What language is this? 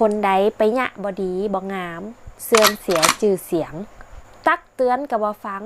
Northern Thai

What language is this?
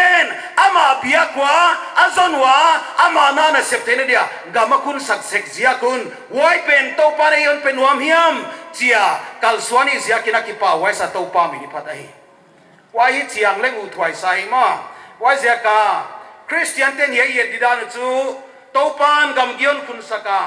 Paite Chin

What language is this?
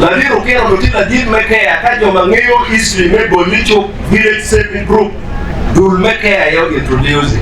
Acoli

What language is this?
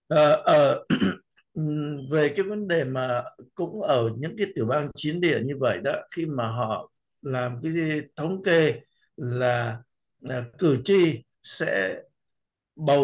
Vietnamese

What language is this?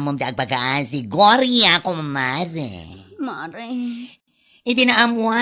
Iloko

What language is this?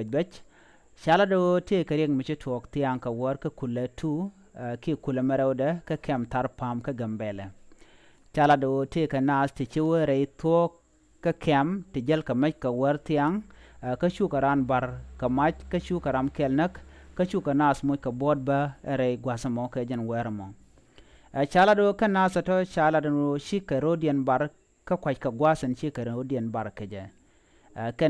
Nuer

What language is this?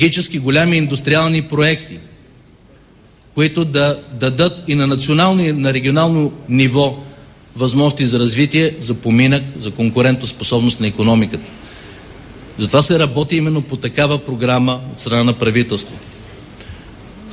Bulgarian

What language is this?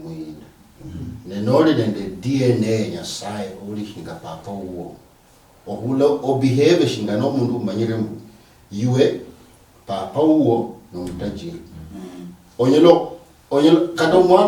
Luyia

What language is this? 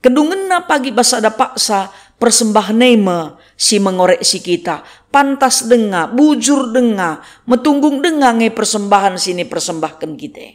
Batak Karo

